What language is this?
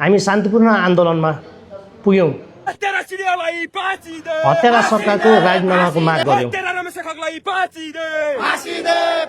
Nepali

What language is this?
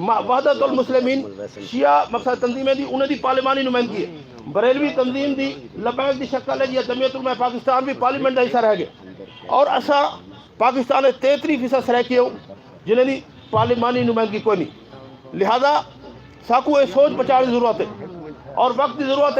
Saraiki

